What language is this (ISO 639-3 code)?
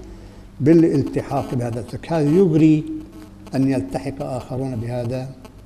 ara